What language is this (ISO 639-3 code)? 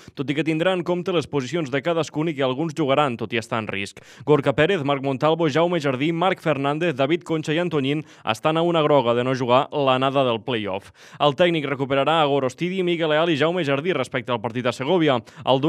cat